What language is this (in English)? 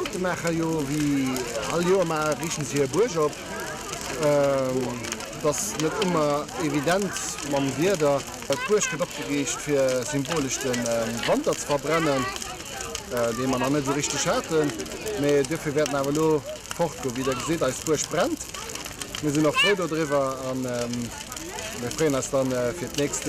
Luxembourgish